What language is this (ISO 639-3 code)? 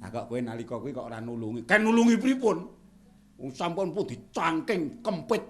jav